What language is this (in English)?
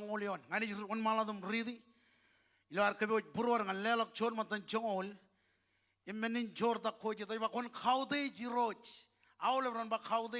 Marshallese